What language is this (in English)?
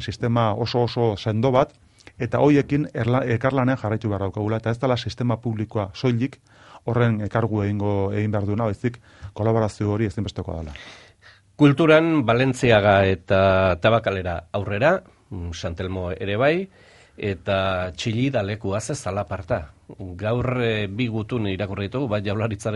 Basque